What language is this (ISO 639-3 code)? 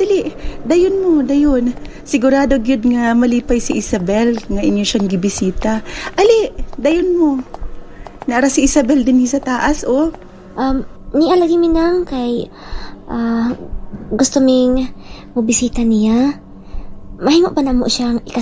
ceb